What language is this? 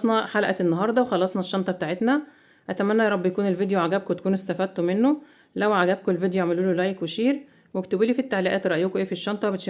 Egyptian Arabic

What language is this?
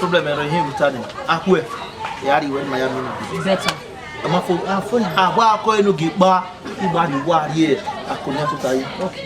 Bini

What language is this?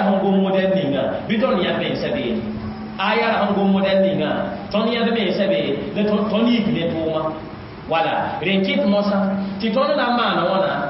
Mossi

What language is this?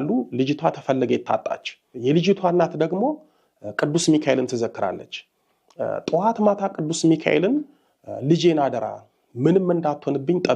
Amharic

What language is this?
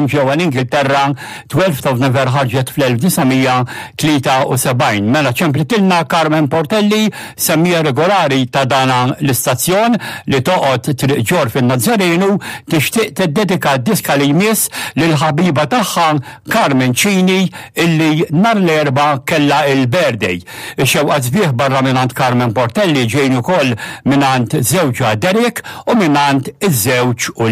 Maltese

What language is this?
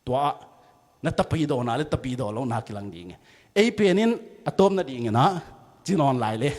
Tedim Chin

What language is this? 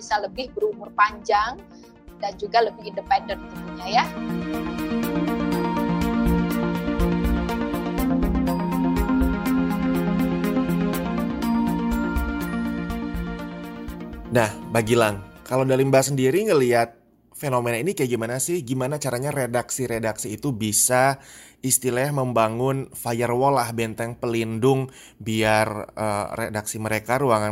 Indonesian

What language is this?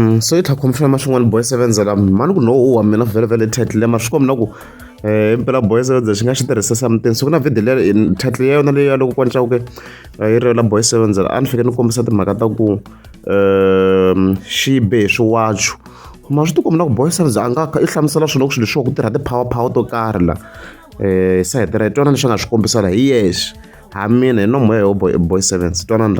Tsonga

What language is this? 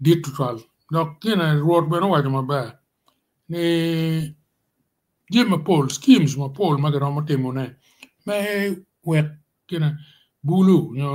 Acoli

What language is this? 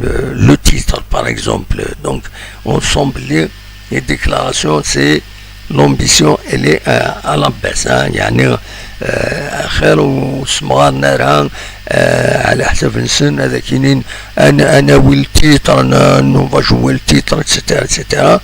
Kabyle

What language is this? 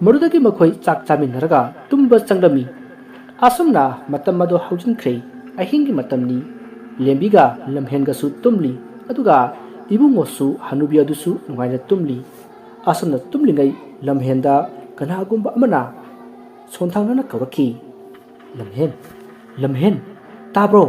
Manipuri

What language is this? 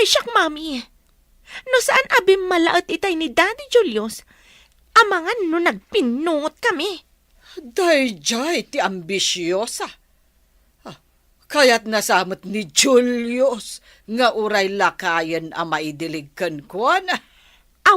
Iloko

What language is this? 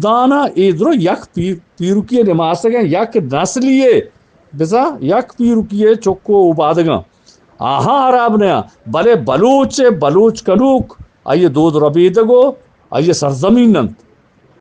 Eastern Balochi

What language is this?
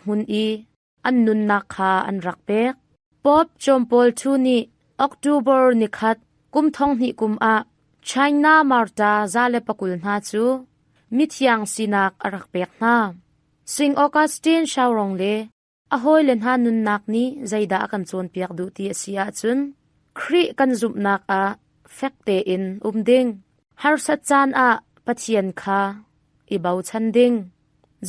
Hakha Chin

